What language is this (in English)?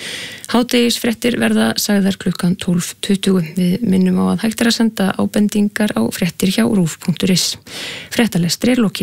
Icelandic